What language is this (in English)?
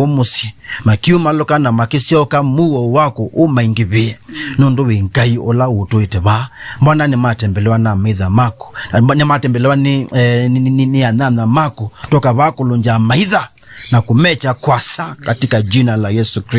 Kamba